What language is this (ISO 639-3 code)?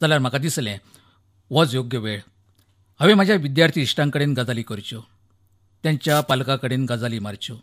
kok